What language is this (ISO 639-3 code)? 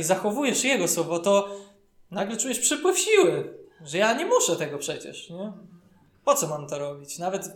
pol